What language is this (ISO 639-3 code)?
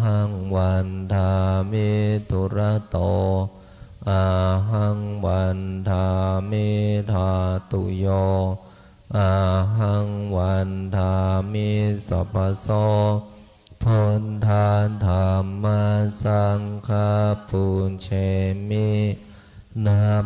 pli